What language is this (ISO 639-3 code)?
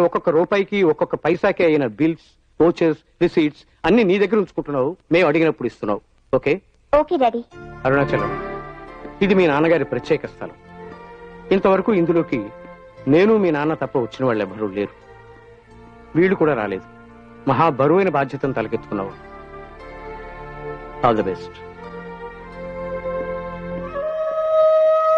tel